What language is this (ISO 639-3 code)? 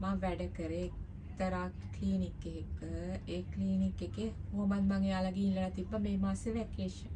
sin